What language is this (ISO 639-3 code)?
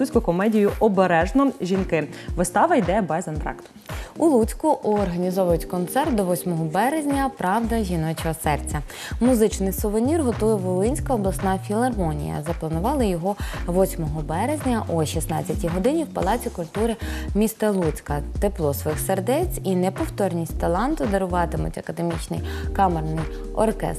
ukr